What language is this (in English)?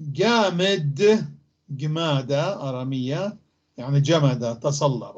North Levantine Arabic